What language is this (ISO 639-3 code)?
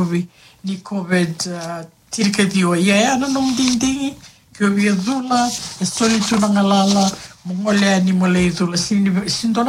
fij